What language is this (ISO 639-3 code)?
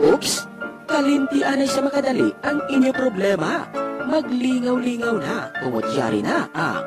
hil